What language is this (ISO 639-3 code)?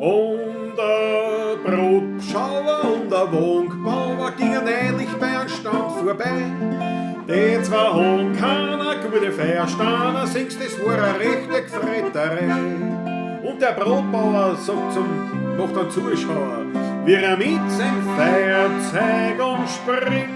bar